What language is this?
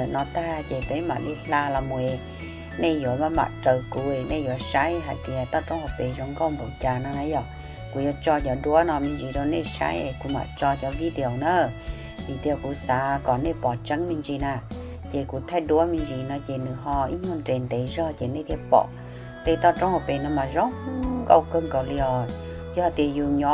Hmong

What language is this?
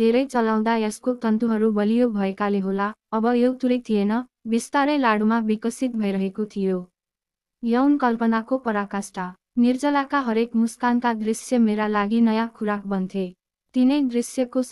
Nepali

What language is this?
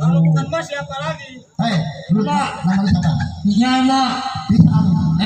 Betawi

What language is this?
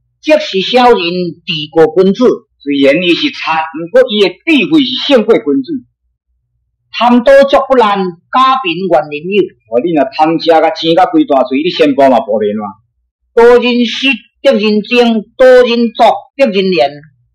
Min Nan Chinese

